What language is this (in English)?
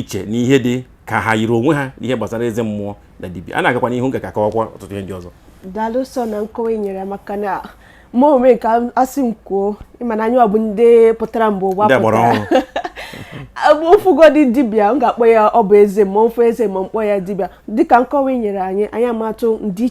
Igbo